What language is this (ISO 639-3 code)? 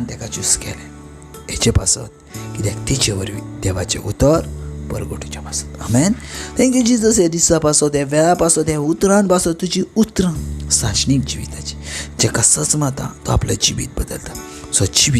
kok